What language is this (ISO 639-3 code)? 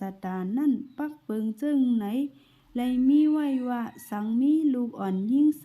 shn